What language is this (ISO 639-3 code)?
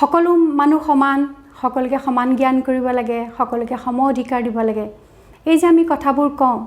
asm